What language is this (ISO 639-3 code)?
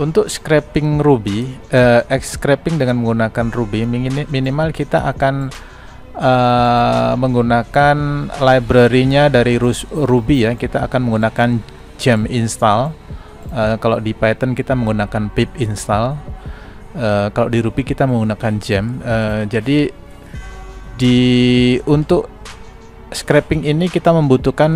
ind